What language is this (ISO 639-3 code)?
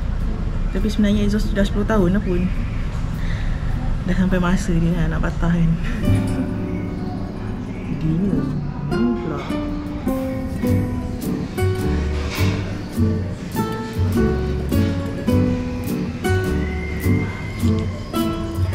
msa